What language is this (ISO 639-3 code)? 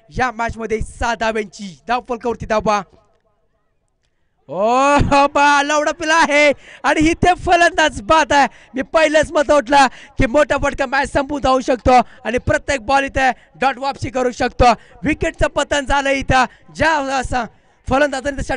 mar